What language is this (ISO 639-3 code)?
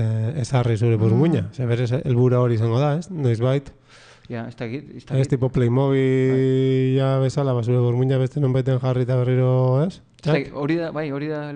eus